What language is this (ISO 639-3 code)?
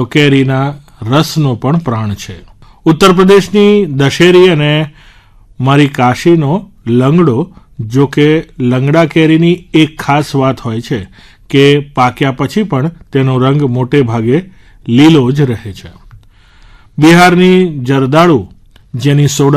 guj